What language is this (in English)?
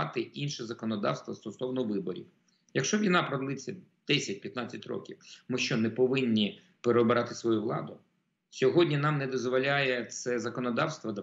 Ukrainian